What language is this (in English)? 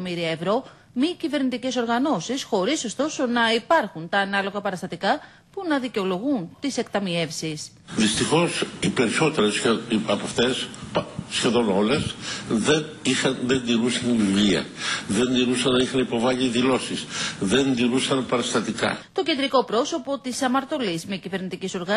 Greek